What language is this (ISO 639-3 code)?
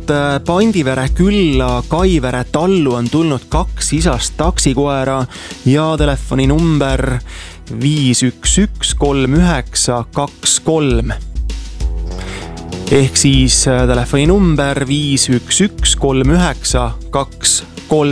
est